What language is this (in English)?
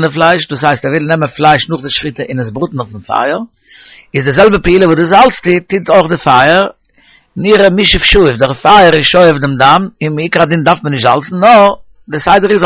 Yiddish